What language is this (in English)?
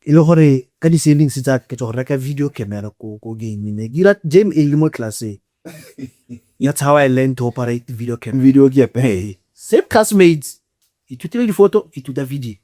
Tswana